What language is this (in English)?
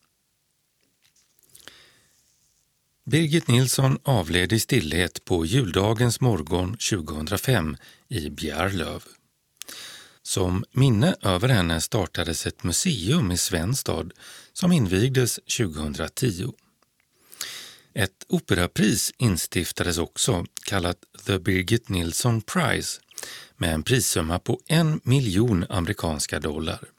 Swedish